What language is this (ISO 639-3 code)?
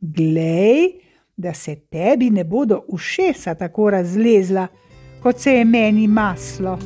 slv